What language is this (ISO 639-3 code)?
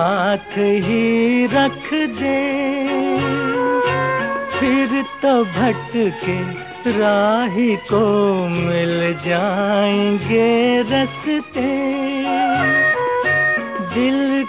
hin